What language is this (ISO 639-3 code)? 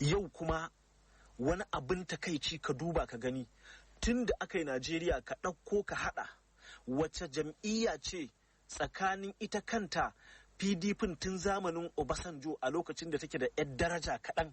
hau